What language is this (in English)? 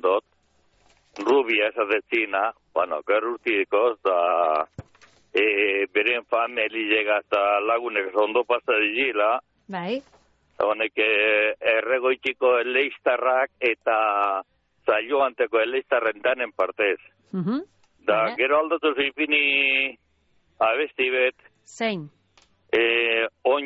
Basque